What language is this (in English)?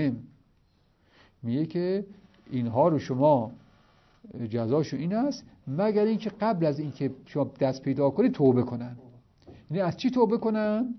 Persian